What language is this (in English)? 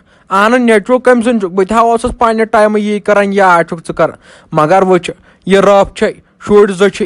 Kashmiri